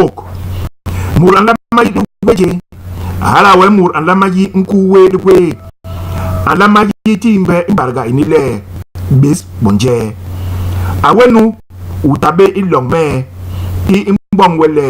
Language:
Basaa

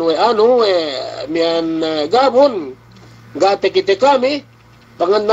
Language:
Yakan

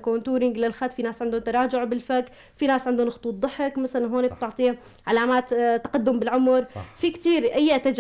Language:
North Levantine Arabic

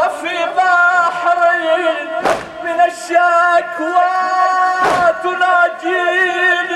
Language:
Arabic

